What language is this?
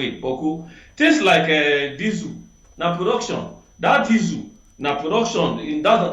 Nigerian Pidgin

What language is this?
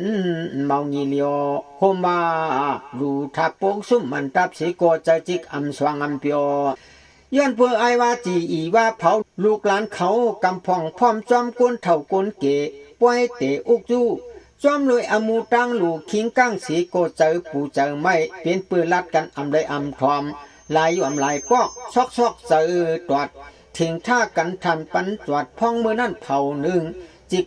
Shan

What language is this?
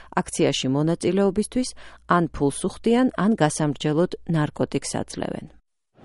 Georgian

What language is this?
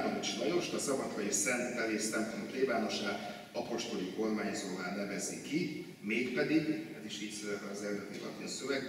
Hungarian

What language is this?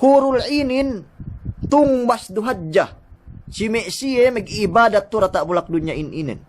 Yakan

